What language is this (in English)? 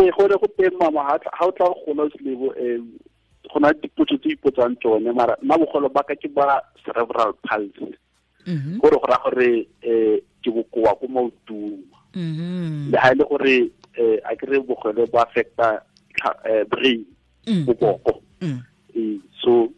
Tswana